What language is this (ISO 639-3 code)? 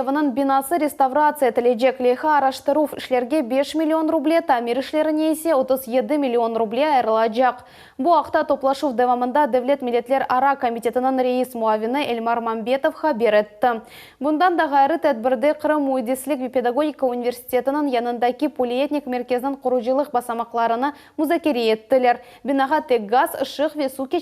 crh